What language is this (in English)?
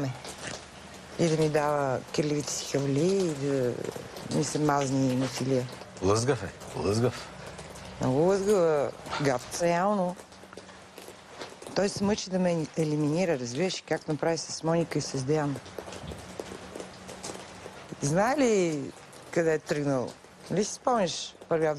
Bulgarian